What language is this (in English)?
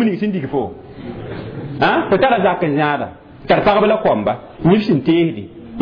Mossi